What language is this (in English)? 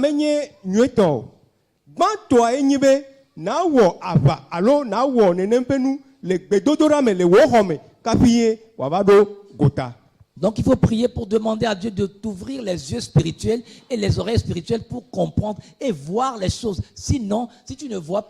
Ewe